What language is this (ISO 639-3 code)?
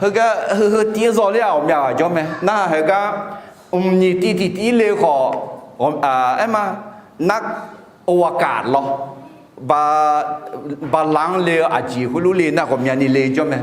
ahk